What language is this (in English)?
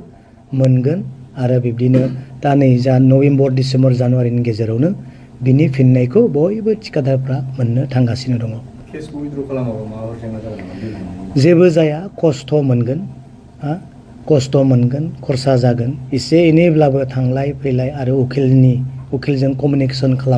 Bodo